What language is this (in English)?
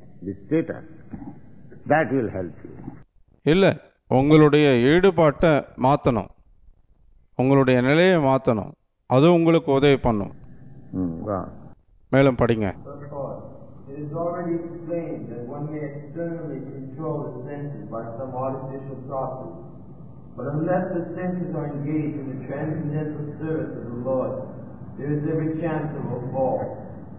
Tamil